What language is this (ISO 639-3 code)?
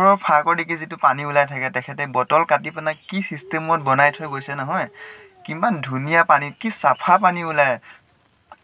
asm